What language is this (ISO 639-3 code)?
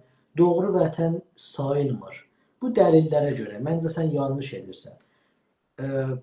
azb